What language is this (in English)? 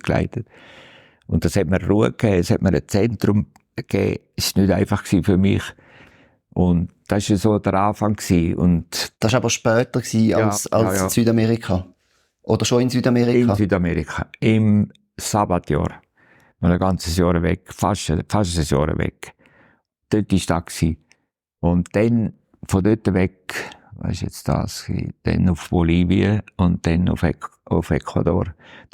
Swiss German